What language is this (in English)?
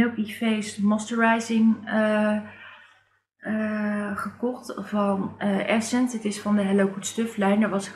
Dutch